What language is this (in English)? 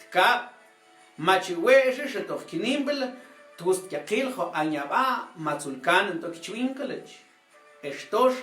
Mam